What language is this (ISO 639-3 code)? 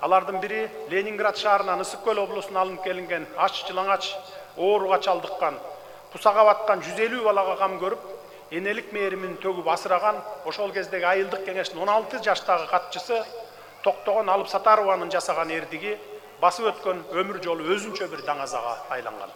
kir